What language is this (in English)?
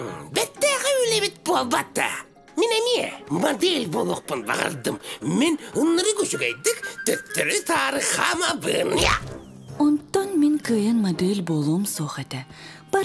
Yakut